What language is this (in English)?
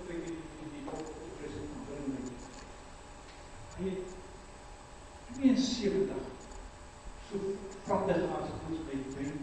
Afrikaans